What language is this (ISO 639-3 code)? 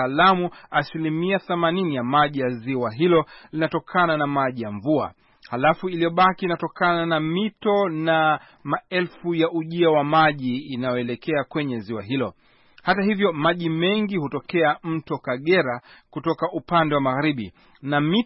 swa